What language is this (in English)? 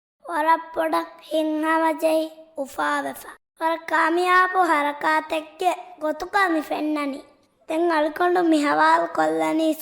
Divehi